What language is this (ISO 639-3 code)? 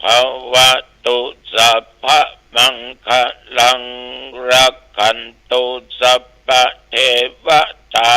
pli